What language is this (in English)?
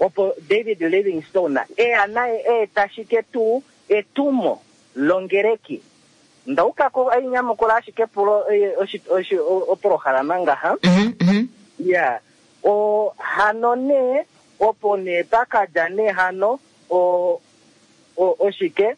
Kuanyama